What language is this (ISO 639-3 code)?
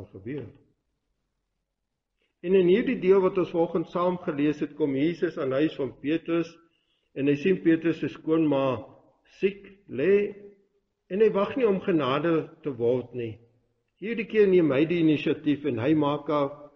afr